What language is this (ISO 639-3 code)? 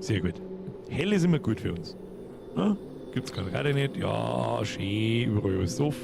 bar